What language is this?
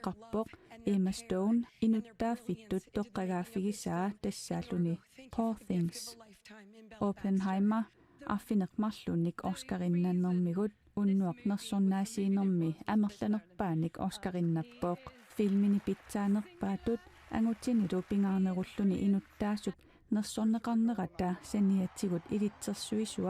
Kalaallisut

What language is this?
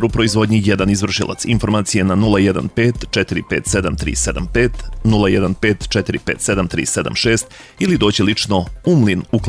Serbian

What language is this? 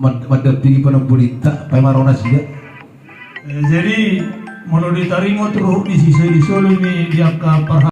Batak Toba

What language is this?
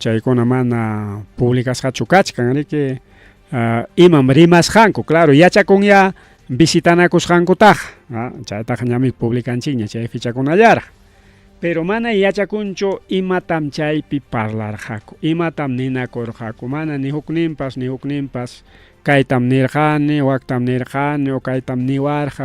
Ayacucho Quechua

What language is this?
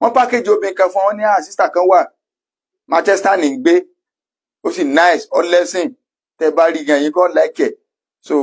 Yoruba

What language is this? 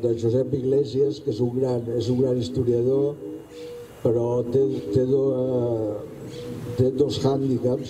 Catalan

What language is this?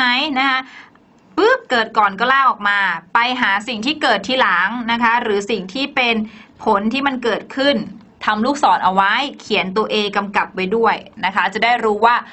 Thai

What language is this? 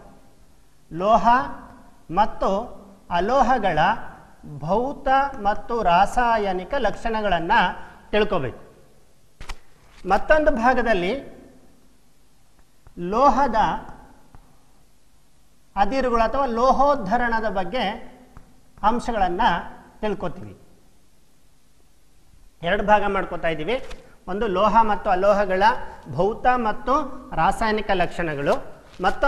Kannada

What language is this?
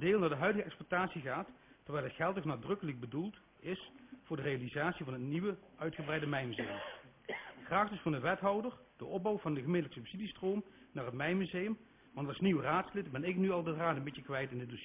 Dutch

